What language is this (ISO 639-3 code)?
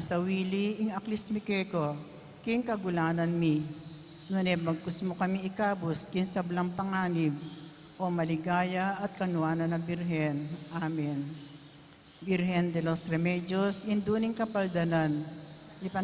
pam